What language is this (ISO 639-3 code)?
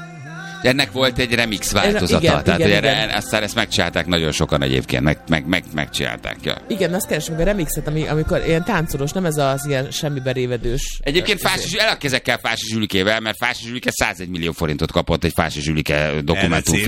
hun